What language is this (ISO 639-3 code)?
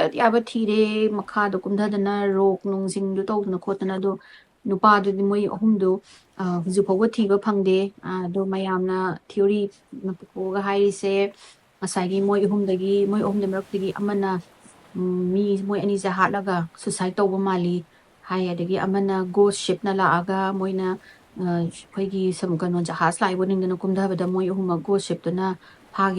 mni